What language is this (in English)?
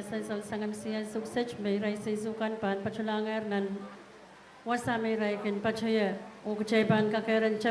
Pohnpeian